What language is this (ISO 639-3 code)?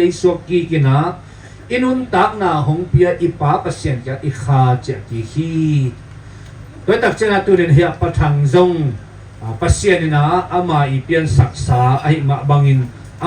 ctd